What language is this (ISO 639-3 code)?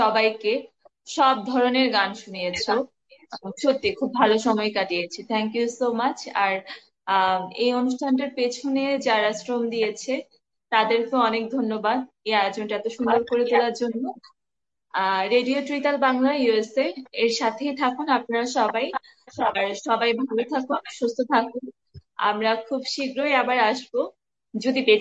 ben